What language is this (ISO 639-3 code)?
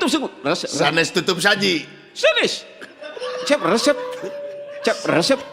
sun